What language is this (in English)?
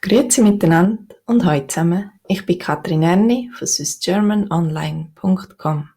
Swiss German